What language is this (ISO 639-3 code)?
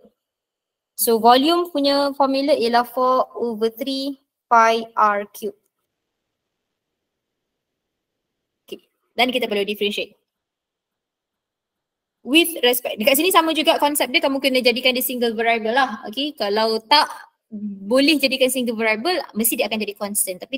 msa